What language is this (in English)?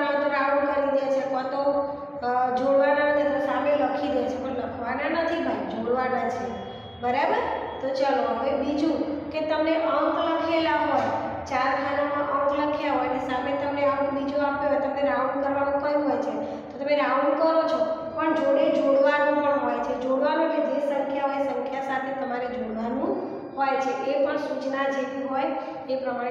Gujarati